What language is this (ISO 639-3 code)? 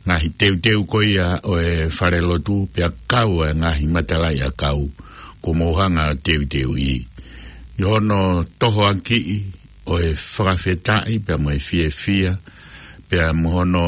ton